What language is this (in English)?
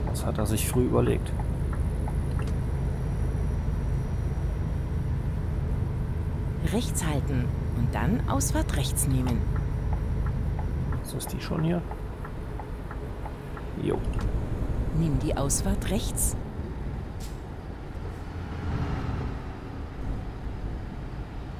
German